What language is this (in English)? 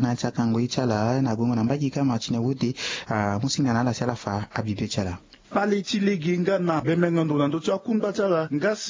Sango